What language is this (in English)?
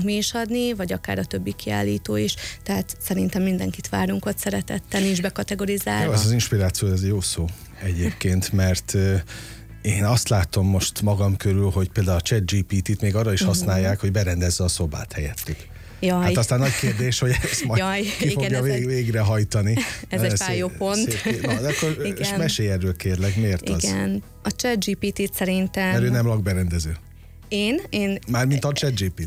Hungarian